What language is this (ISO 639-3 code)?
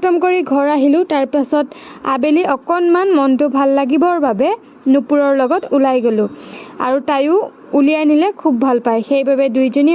asm